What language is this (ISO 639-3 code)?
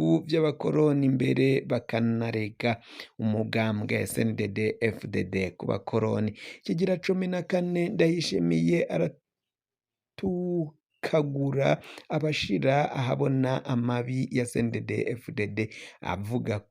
run